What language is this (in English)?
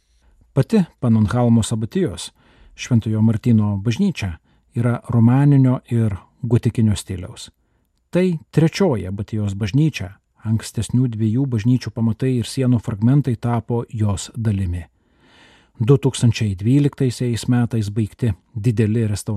Lithuanian